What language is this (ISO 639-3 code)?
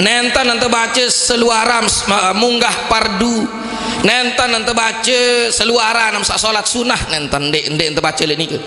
sas